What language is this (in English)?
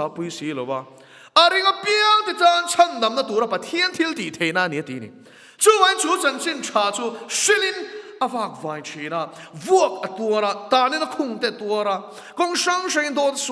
Mizo